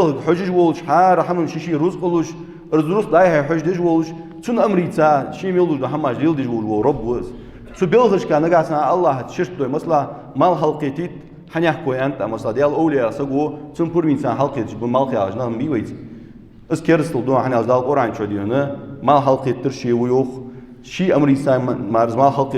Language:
Ingush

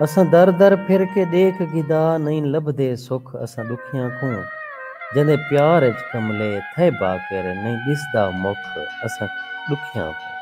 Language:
Saraiki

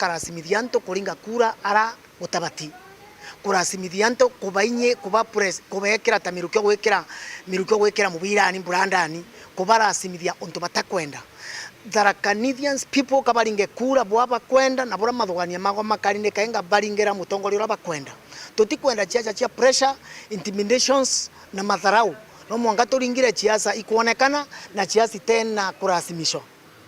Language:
Meru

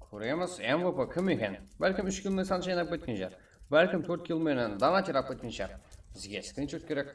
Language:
Kara-Kalpak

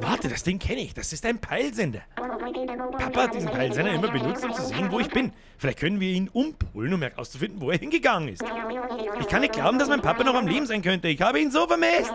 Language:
Bavarian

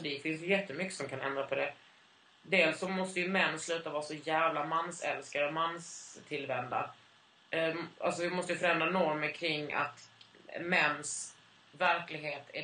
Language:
Swedish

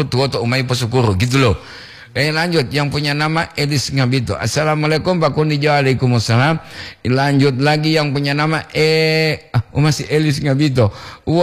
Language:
Gorontalo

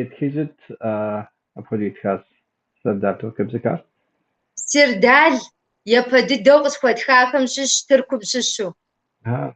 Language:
Kabardian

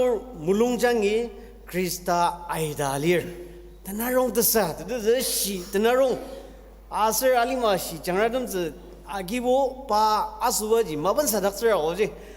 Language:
Ao Naga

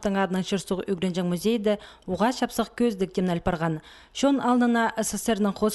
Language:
Khakas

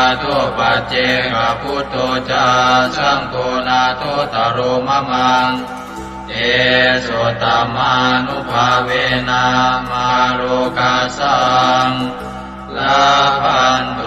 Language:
Pali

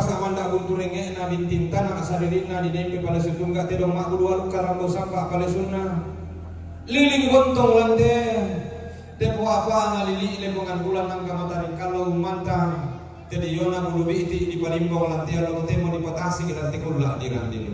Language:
Toraja-Sa'dan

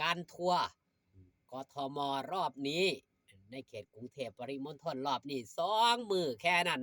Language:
Northeastern Thai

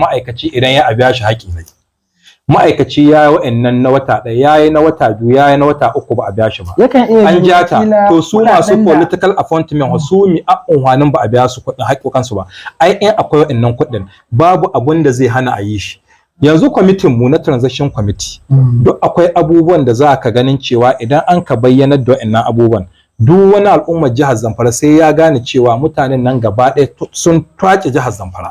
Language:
Hausa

